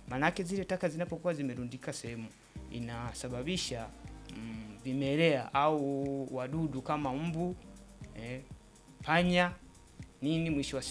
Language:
Swahili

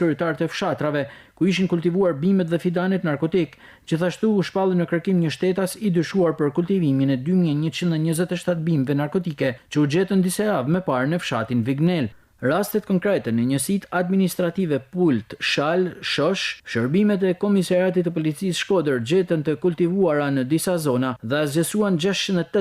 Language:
Albanian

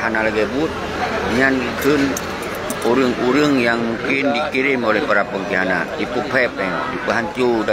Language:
Achinese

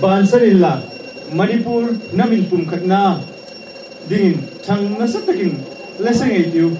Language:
Hmar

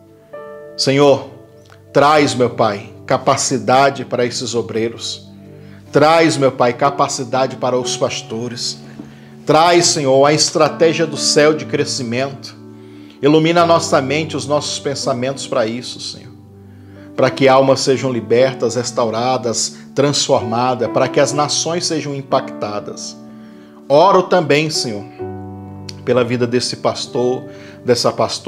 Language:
Portuguese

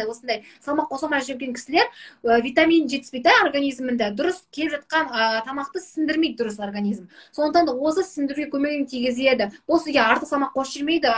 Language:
Kazakh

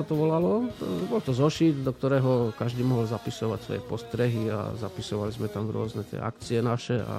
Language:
Slovak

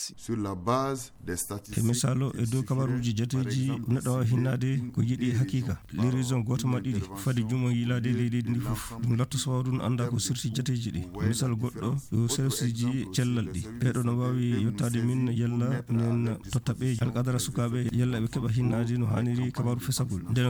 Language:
Fula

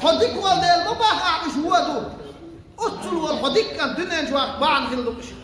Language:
Chechen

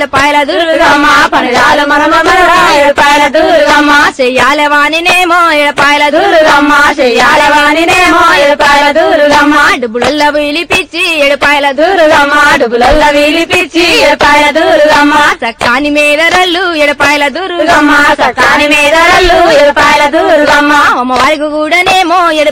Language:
Telugu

